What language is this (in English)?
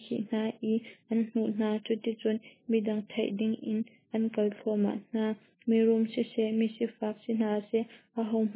Hakha Chin